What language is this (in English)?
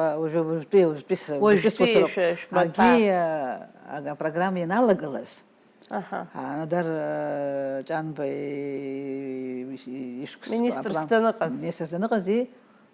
Abkhazian